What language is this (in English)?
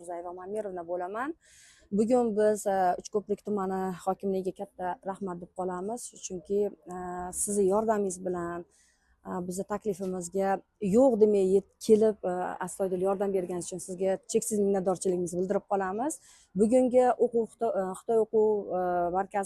Uzbek